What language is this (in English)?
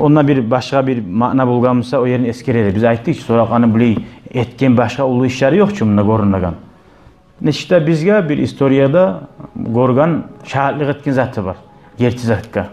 Kumyk